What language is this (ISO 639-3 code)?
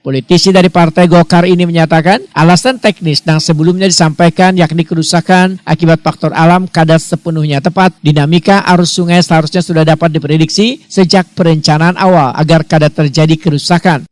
bjn